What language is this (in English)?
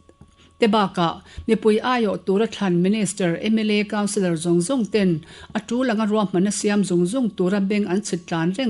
Mizo